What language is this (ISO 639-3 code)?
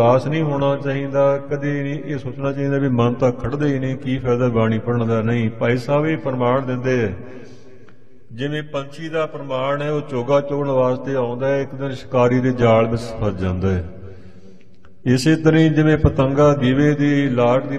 pan